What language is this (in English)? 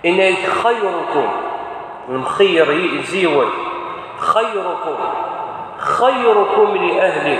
Kabyle